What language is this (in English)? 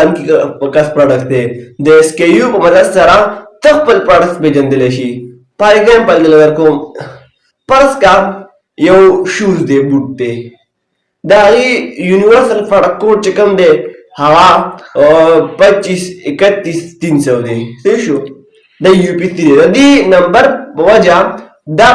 Pashto